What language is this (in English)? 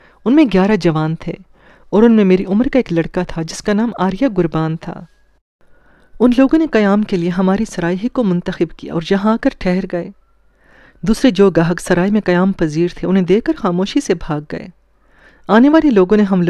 Urdu